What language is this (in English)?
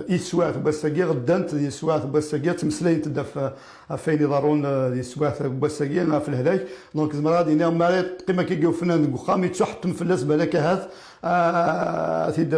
Kabyle